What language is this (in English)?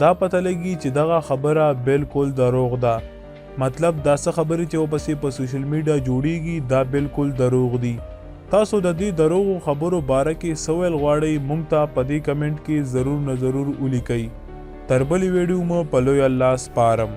Pashto